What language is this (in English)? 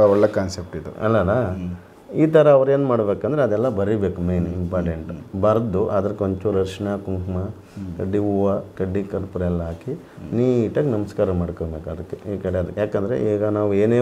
Kannada